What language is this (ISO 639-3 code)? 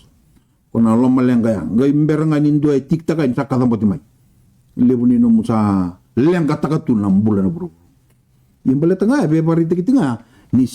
fij